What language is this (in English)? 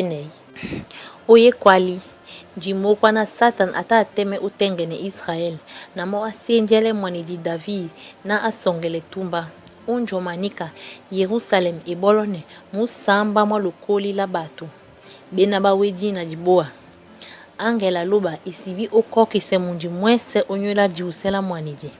Duala